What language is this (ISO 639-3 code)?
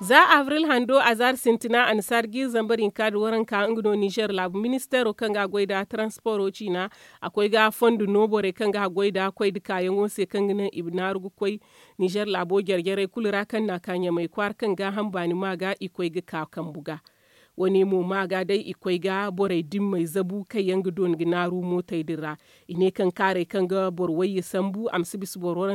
dje